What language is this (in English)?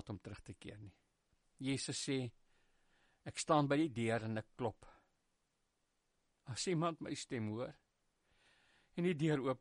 Afrikaans